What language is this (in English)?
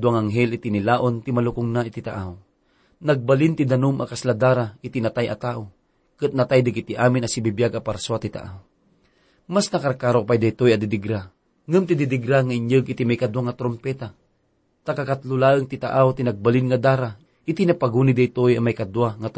Iloko